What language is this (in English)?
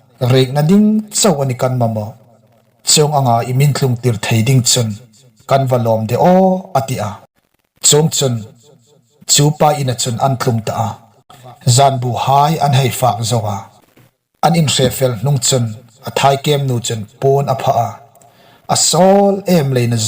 Hmar